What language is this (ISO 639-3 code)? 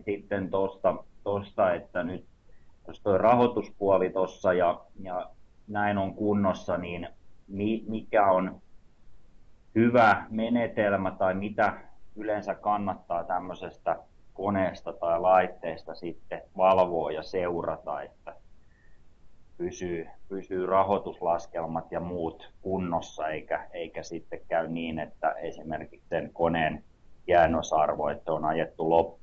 fin